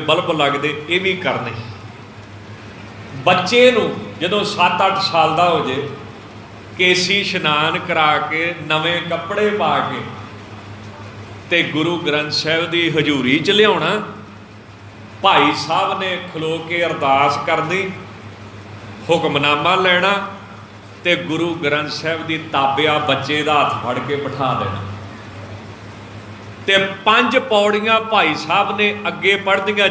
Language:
Punjabi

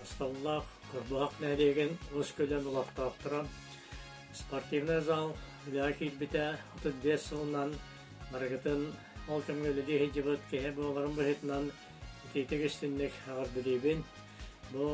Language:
Yakut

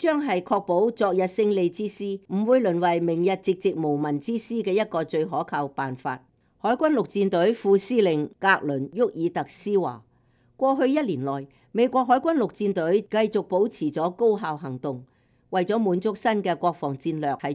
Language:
Cantonese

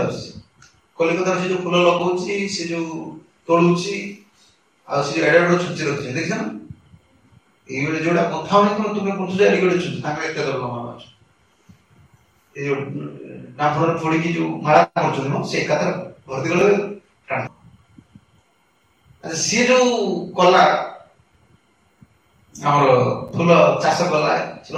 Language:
Odia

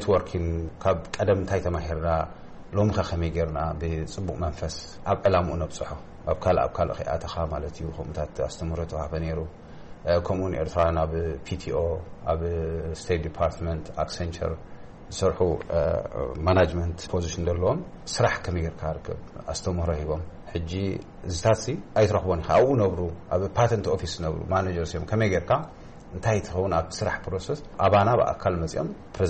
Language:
Tigrinya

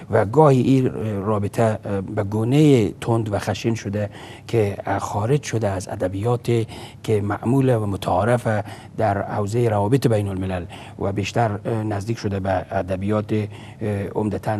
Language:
Persian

